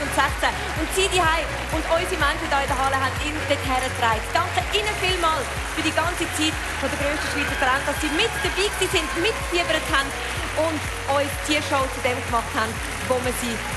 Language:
Swiss German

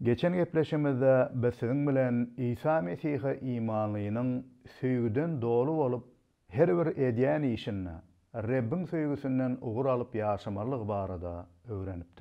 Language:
Turkmen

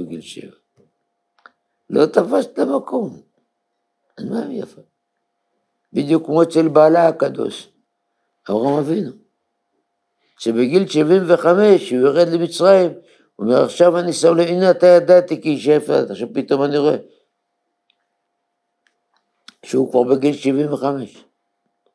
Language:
Hebrew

